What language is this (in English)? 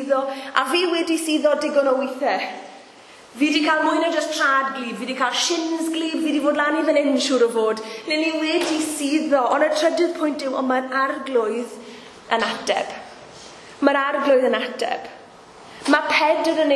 Welsh